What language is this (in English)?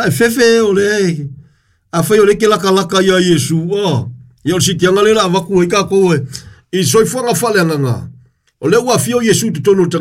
Samoan